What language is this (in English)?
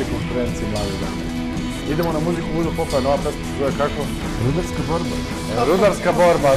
Serbian